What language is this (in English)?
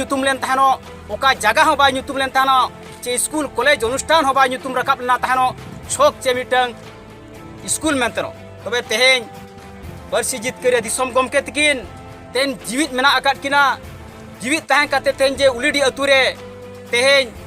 Santali